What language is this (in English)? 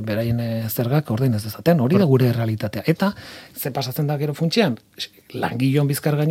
Basque